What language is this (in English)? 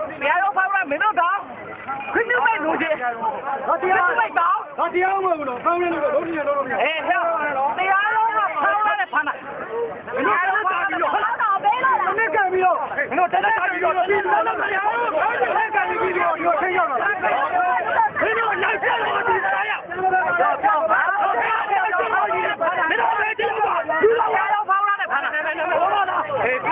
Burmese